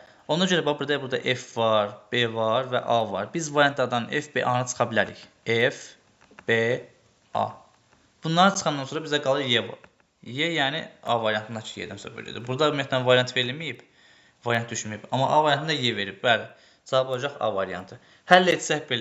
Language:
Azerbaijani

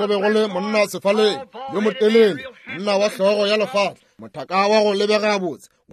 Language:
Northern Sotho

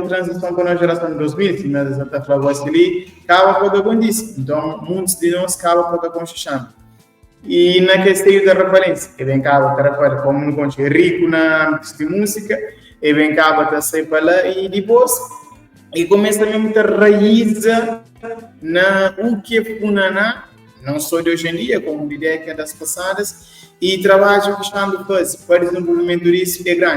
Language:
Kabuverdianu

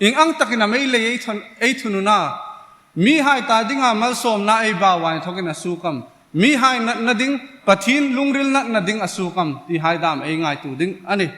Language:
Hmar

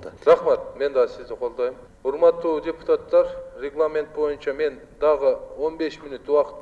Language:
Kyrgyz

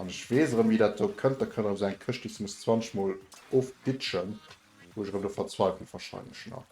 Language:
Luxembourgish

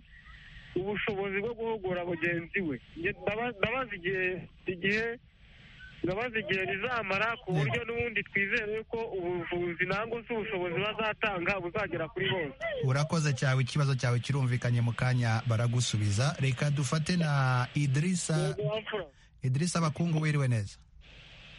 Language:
Kinyarwanda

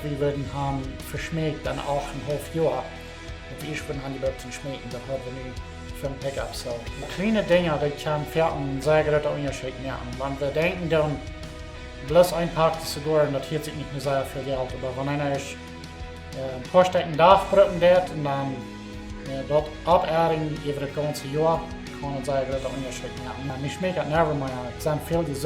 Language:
Plautdietsch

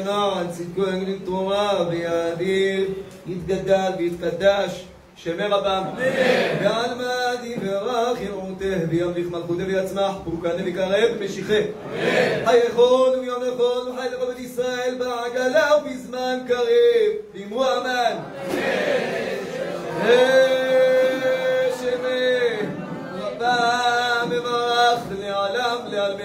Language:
Hebrew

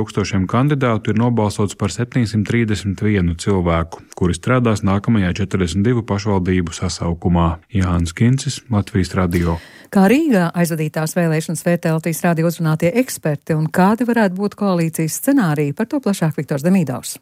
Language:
Latvian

